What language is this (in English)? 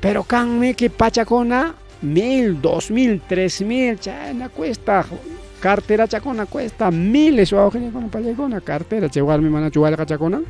Ayacucho Quechua